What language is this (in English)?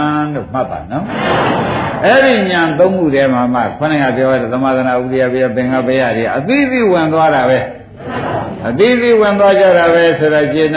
Burmese